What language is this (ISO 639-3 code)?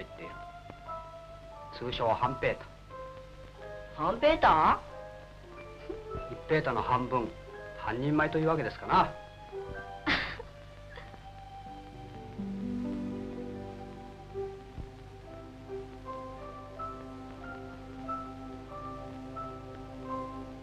jpn